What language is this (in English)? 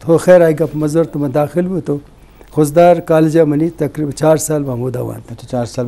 Eastern Balochi